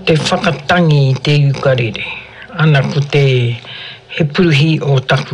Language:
Māori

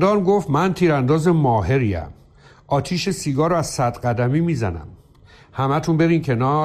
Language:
Persian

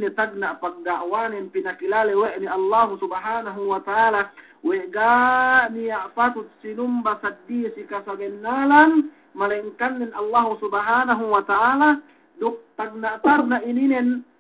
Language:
Yakan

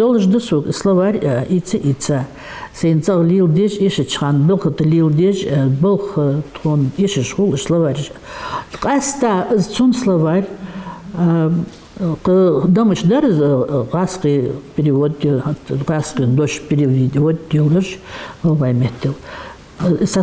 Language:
Ingush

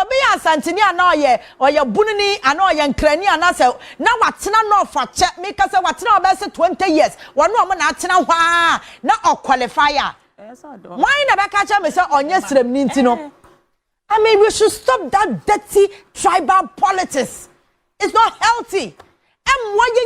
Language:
Akan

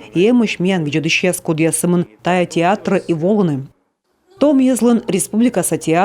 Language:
Komi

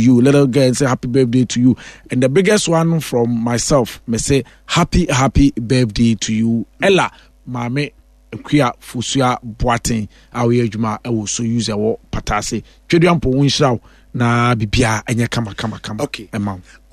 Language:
Akan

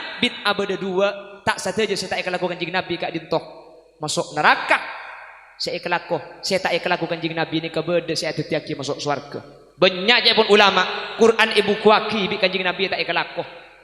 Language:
Madurese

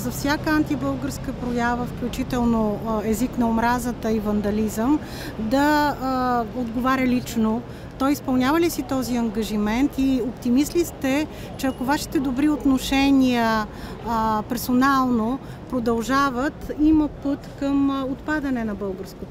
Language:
Bulgarian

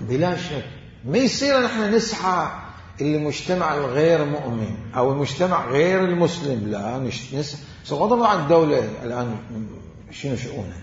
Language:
Mesopotamian Arabic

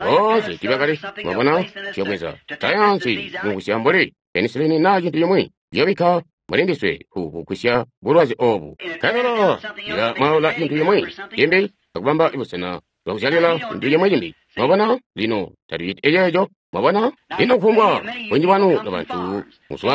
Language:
Tonga (Zambia)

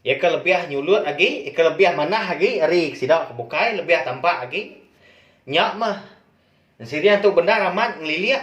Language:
Iban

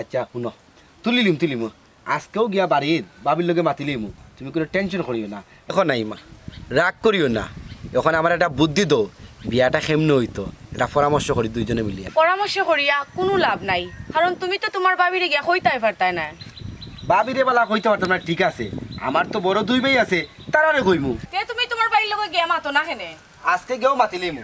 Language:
Sylheti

